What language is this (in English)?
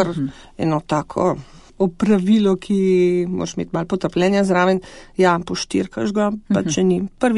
Slovenian